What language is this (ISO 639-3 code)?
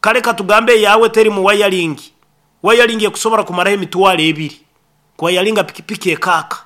nyo